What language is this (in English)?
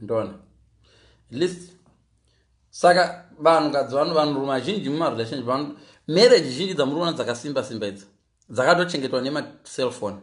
Shona